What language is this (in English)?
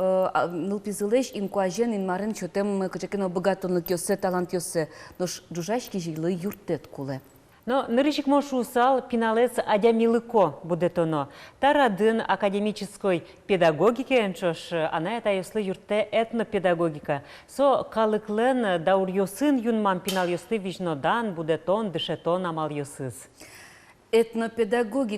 Udmurt